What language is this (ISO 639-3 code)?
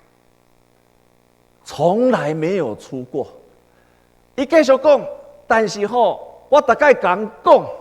nan